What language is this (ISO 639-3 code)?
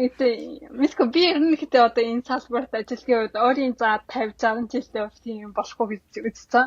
mon